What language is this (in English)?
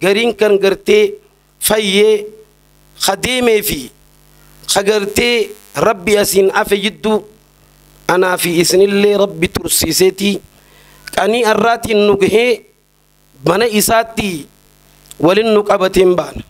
Oromo